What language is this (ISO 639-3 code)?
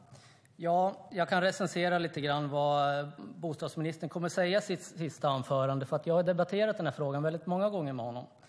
swe